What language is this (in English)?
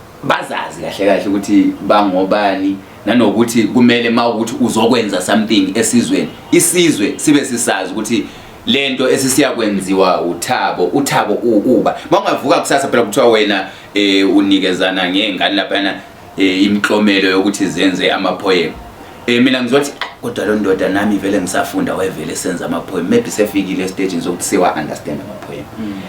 Zulu